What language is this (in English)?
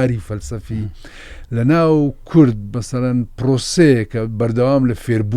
Central Kurdish